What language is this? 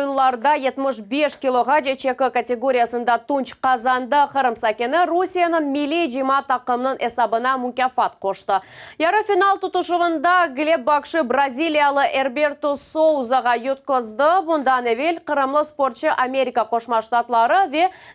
Crimean Tatar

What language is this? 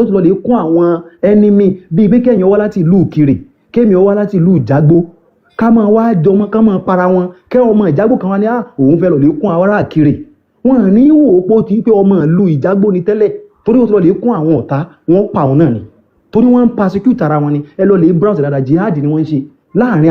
Yoruba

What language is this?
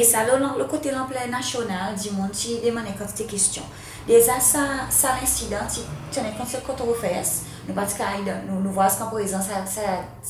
Seselwa Creole French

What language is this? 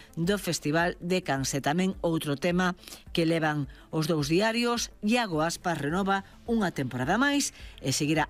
Galician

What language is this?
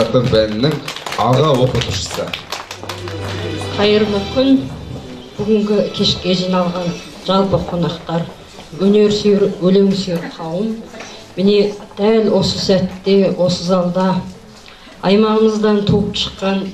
Kazakh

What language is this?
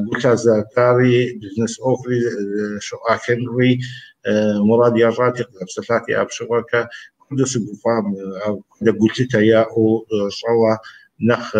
Kabardian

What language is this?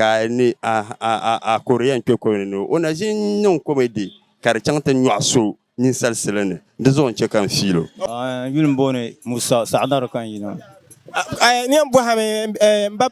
Dagbani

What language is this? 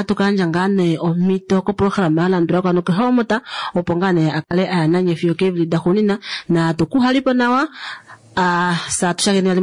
Kuanyama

